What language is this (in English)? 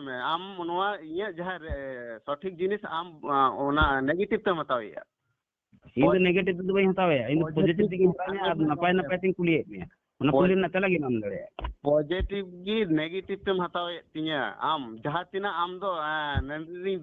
Santali